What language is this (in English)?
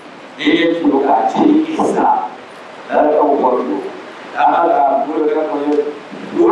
Dagbani